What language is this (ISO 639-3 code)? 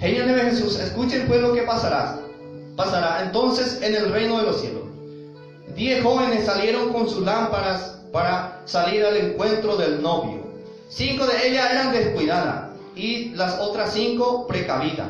grn